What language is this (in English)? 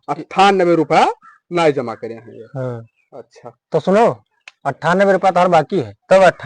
Awadhi